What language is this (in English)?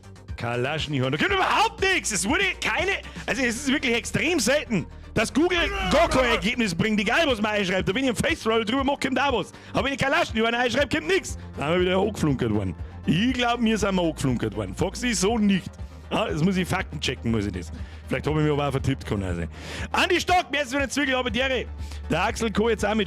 Bavarian